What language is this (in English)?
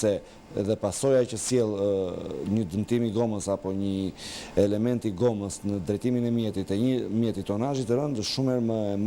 Albanian